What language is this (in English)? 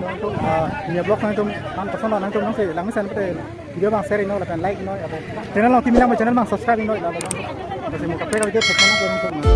Karbi